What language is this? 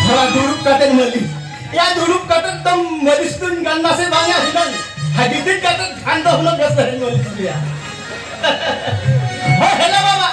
Santali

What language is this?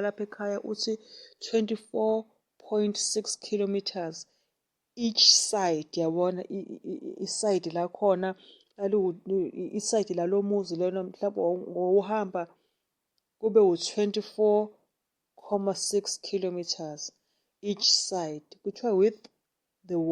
Zulu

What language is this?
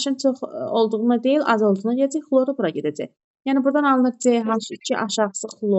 Azerbaijani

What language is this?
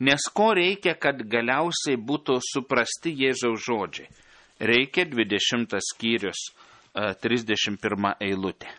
Lithuanian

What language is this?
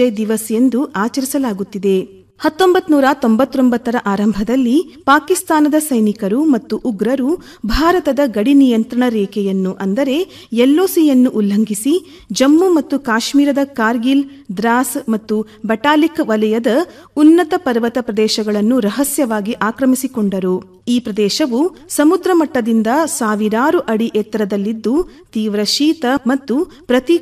Kannada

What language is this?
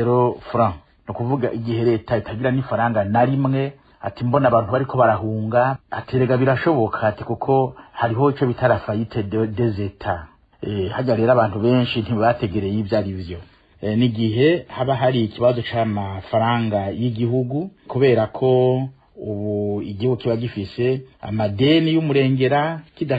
Rundi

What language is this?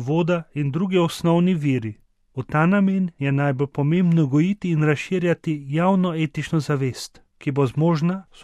Slovenian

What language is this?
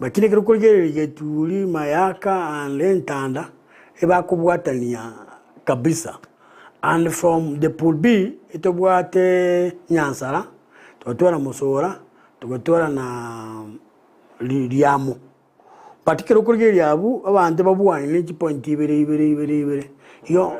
Gusii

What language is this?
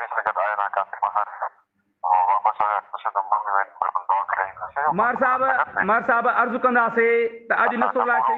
Sindhi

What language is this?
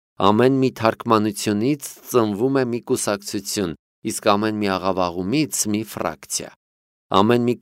Armenian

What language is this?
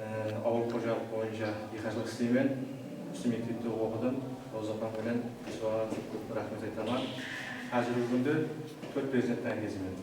Kara-Kalpak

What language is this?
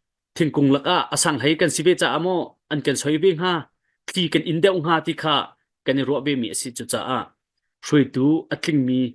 Hakha Chin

